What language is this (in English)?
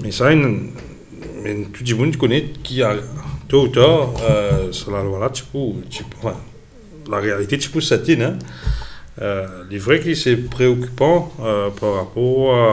Morisyen